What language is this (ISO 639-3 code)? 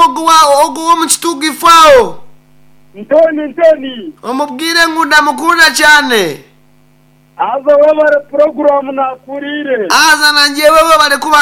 nyn